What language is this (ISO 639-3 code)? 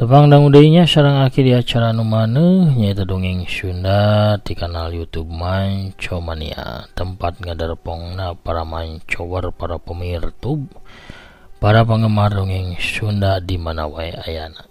sun